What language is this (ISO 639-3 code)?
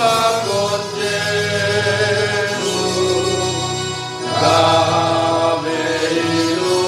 bts